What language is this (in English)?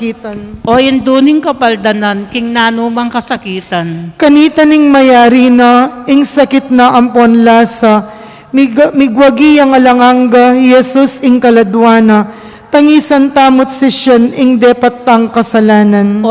Pampanga